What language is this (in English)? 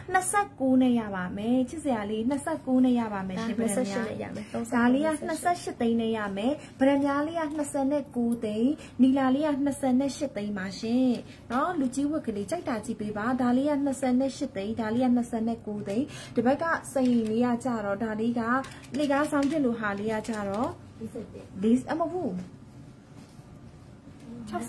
Burmese